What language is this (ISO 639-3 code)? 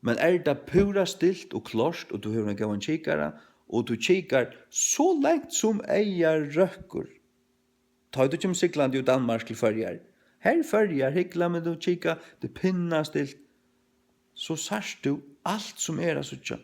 fao